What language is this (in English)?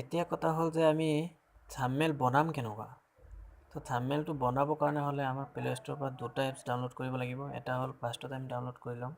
Assamese